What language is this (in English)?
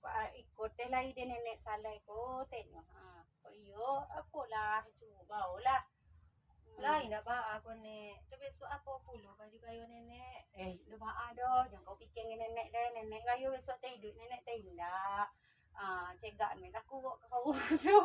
Minangkabau